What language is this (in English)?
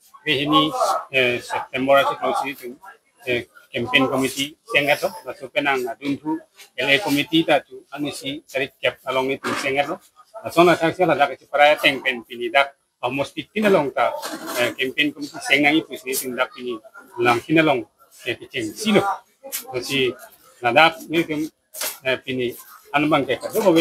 Karbi